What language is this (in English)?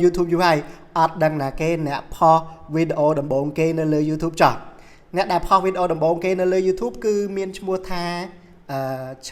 Khmer